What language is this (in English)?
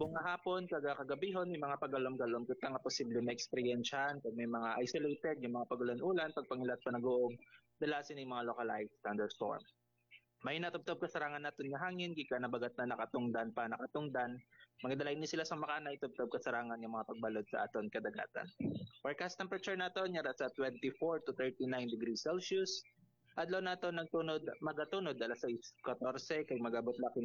Hiligaynon